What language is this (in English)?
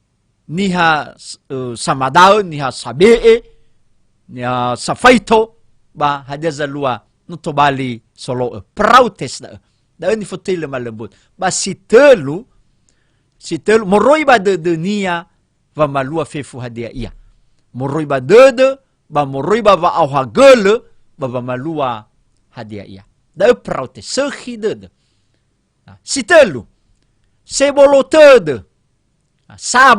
Nias